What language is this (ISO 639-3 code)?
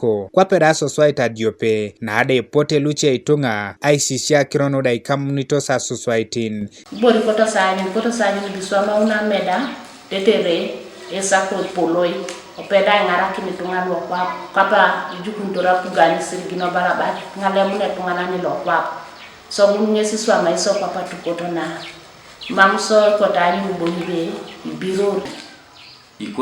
teo